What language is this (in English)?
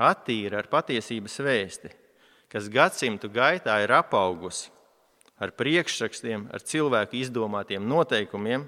Latvian